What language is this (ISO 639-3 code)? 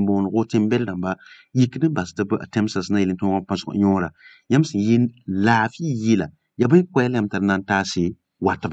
mos